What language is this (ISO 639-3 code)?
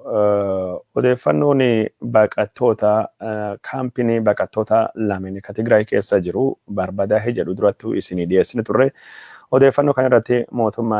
orm